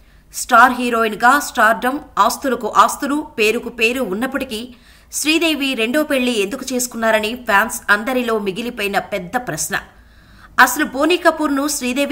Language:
Telugu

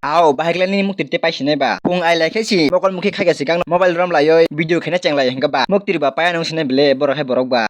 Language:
Kok Borok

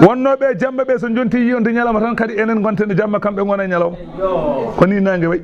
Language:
Fula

